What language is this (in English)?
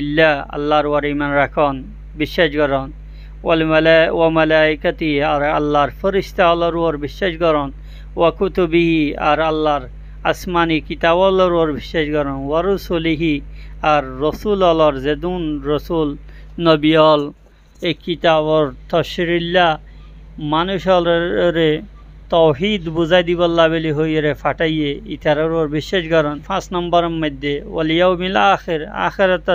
Rohingya